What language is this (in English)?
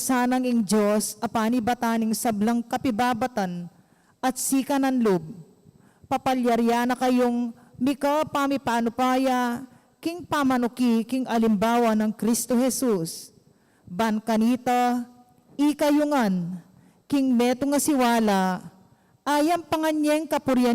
Pampanga